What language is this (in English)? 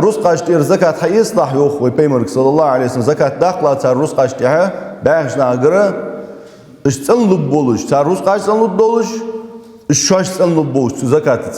Ingush